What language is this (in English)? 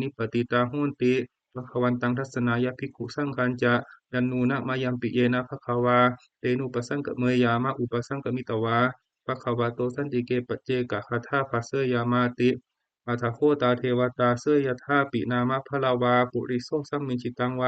Pali